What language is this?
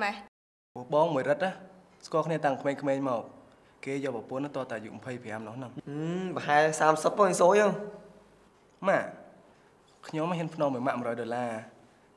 Khmer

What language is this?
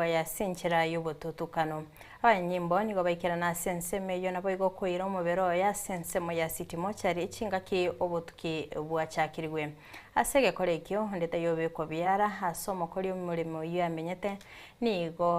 Gusii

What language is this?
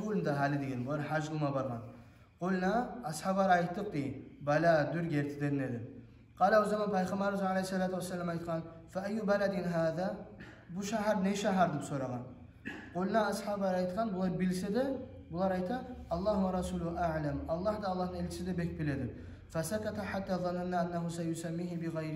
Kumyk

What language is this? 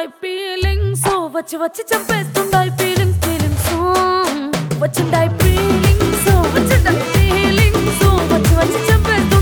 Telugu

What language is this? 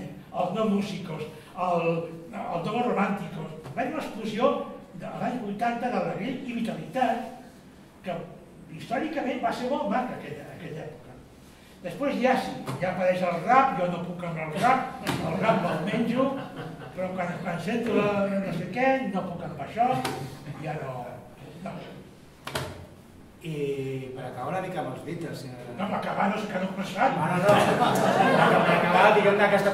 Catalan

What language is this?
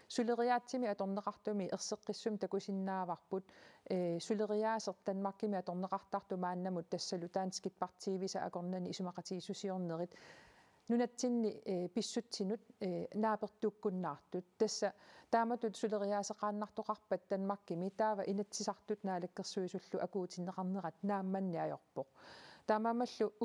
Kalaallisut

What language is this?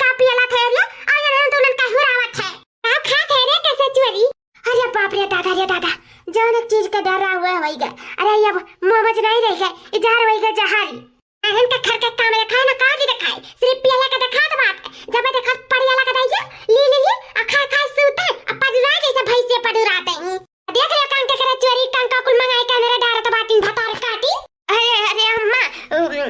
Awadhi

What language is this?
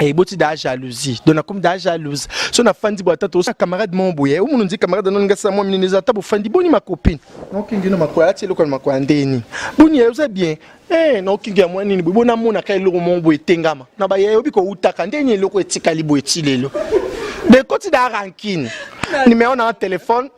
Lingala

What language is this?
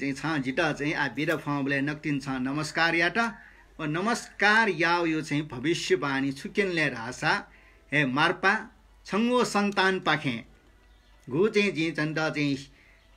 Newari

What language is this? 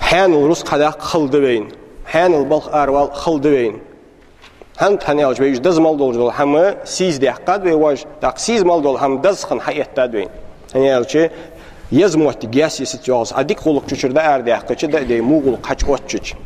Ingush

